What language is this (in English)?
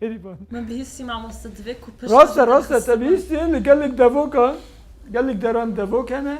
Kurdish